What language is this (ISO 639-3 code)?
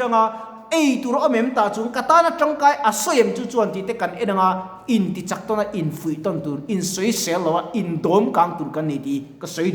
lus